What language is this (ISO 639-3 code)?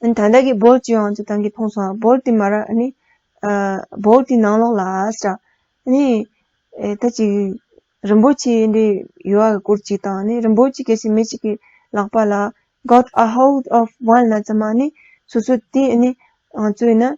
bod